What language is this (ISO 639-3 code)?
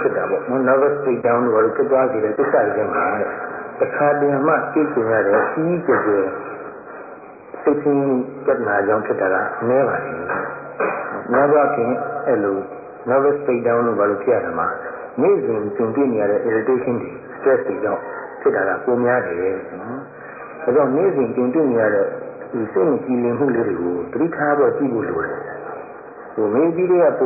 mya